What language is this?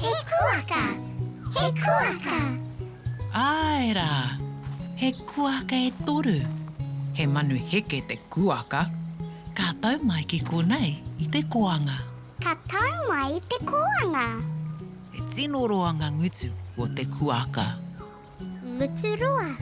Māori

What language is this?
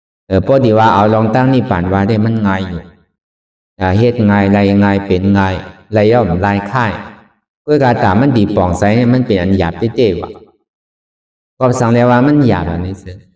Shan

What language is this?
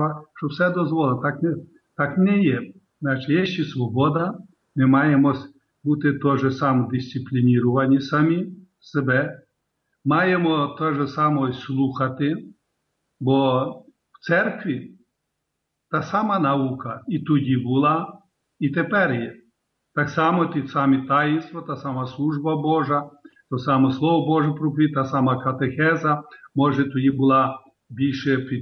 Ukrainian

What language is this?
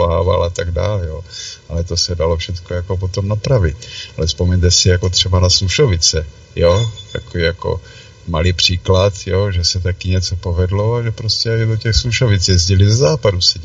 Czech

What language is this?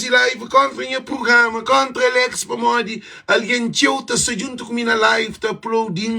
Kabuverdianu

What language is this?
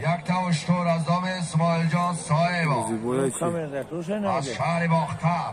Tajik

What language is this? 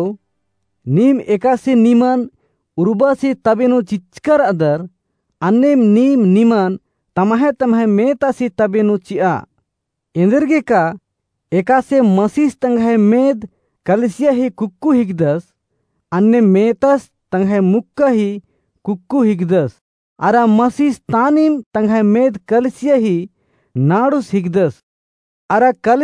Kurukh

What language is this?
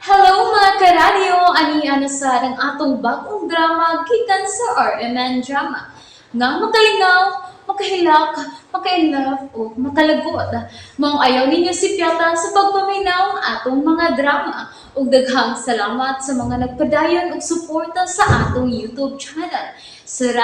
Cebuano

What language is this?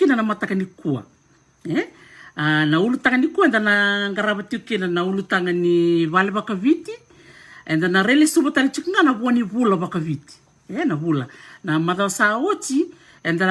Fijian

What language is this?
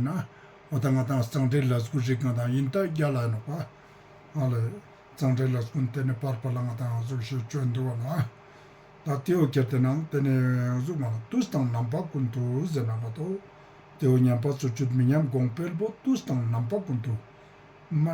Ladakhi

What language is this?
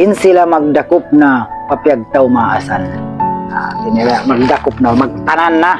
Tausug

